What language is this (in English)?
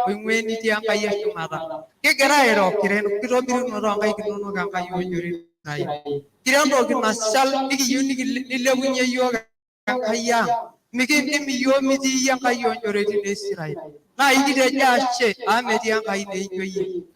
Masai